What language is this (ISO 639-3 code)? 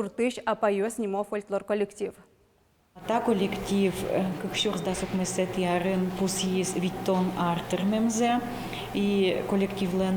udm